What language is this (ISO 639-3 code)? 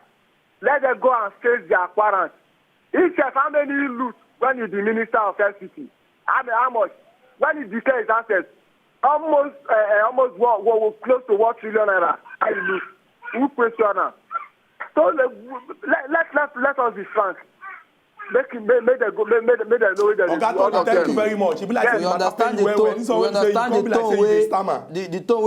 pcm